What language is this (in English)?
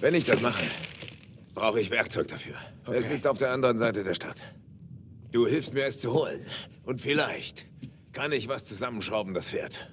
Bavarian